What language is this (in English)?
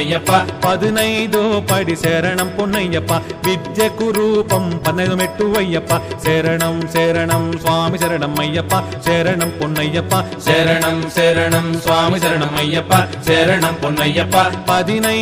Telugu